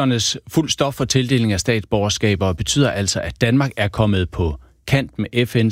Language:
Danish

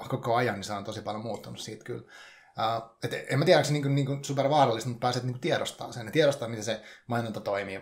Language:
Finnish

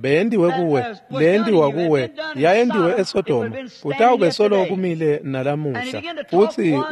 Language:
Swati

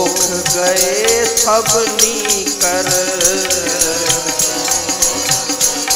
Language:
Punjabi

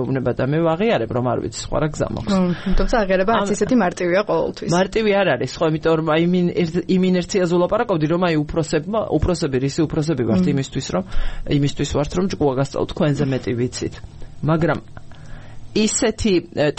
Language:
Georgian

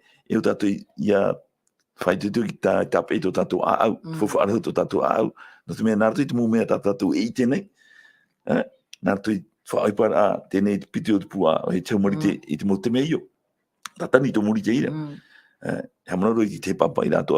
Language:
Tahitian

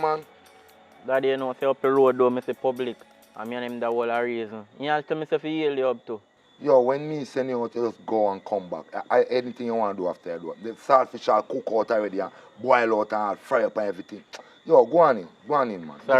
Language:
Jamaican Creole English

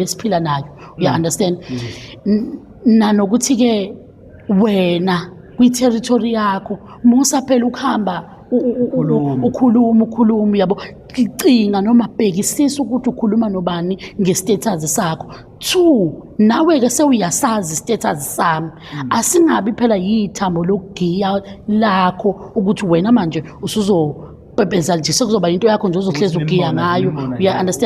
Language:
Zulu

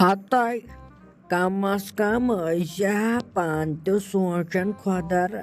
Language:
Kashmiri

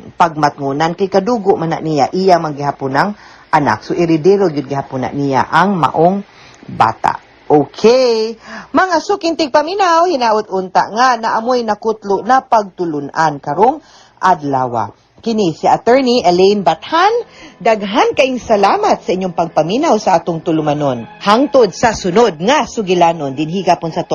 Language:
Cebuano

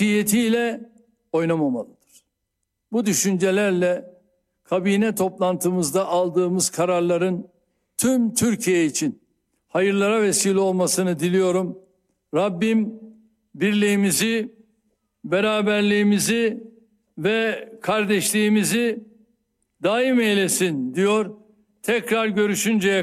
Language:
Turkish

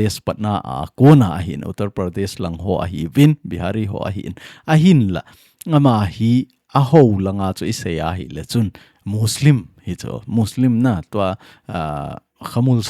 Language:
Thado Chin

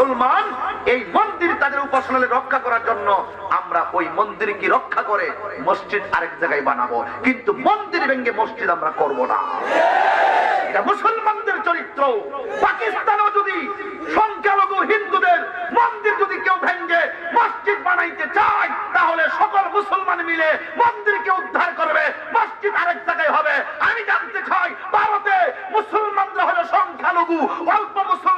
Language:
Bangla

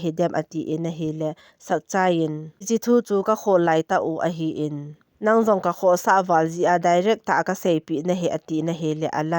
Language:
Thado Chin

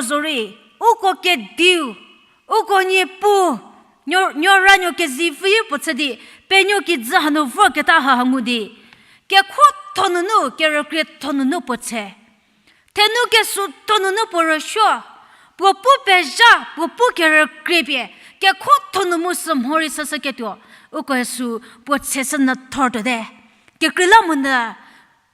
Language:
Angami Naga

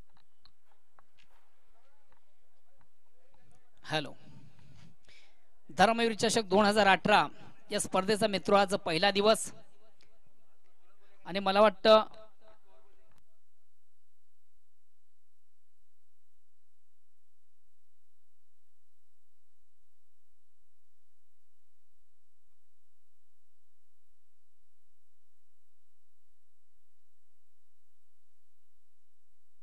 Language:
Marathi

